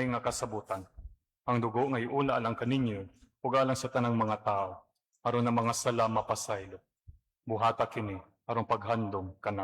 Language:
Cebuano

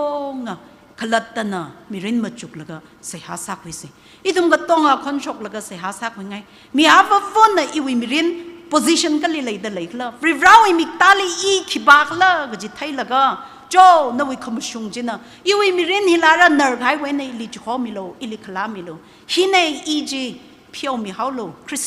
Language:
Tangkhul Naga (India)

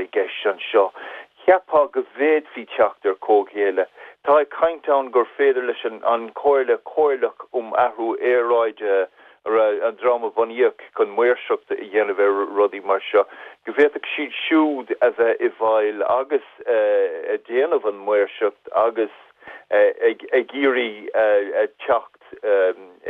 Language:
Irish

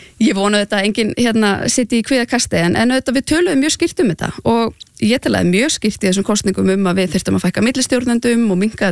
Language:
Icelandic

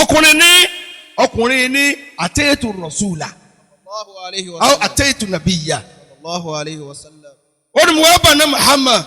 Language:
Yoruba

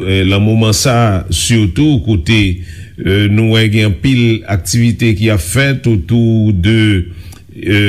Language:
Haitian Creole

